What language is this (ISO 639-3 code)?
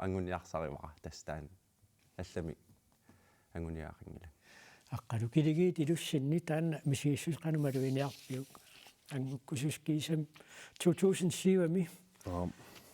kal